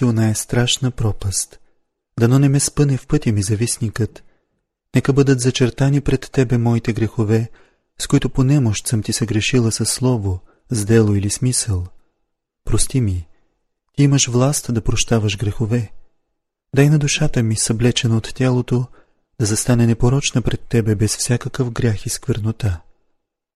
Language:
Bulgarian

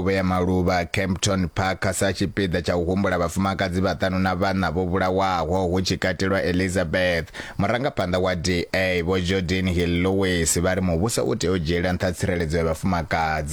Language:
Venda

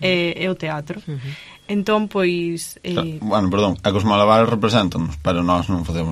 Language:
Galician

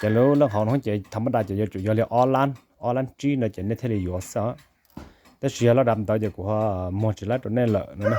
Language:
Hmong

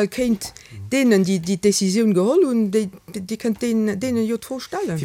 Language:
Luxembourgish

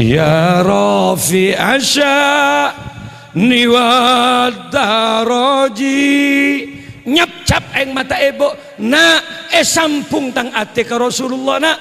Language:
Madurese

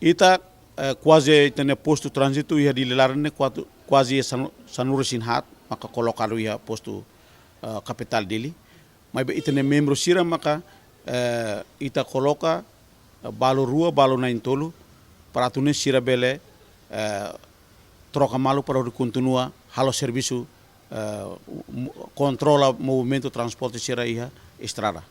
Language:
Tetum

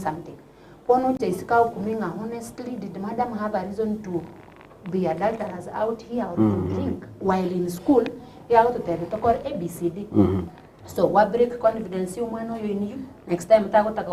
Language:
Gusii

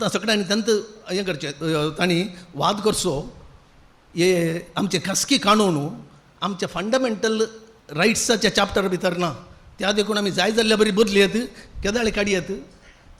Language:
Konkani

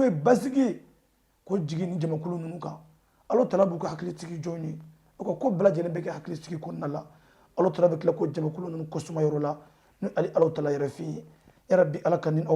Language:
Bambara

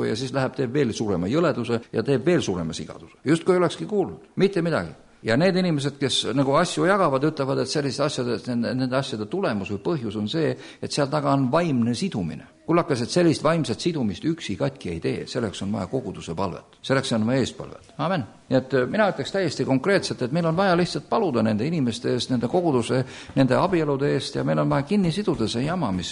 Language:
Estonian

